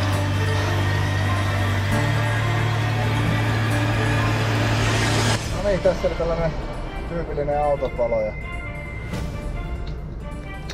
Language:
Finnish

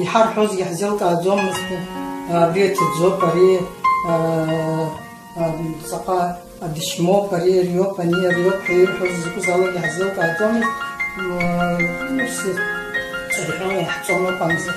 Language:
Abkhazian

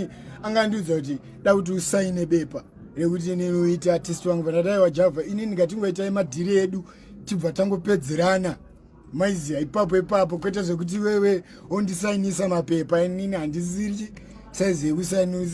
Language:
Shona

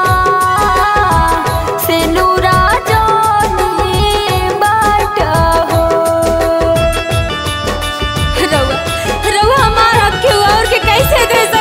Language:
Bhojpuri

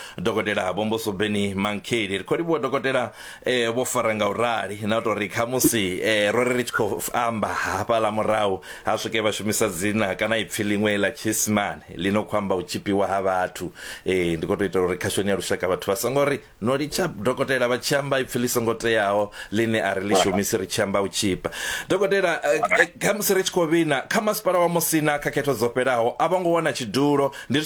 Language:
Venda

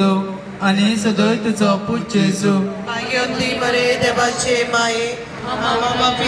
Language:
Konkani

